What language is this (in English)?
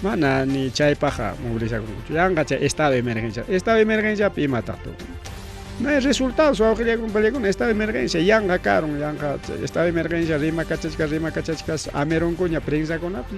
Ayacucho Quechua